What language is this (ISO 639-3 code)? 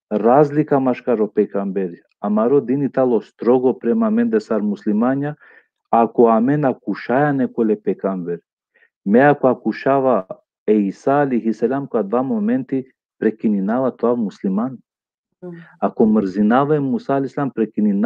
rmn